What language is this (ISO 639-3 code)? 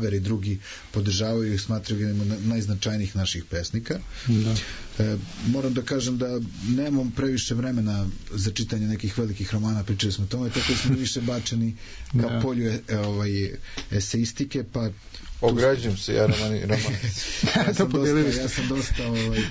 srp